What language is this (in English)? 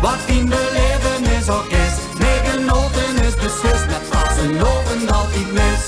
Limburgish